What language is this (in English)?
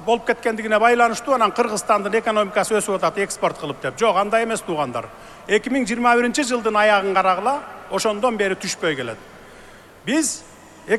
Kyrgyz